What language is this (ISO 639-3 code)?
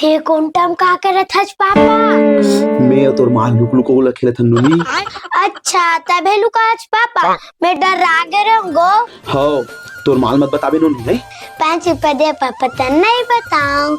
hne